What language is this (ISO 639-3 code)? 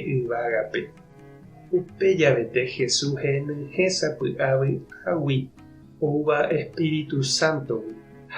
grn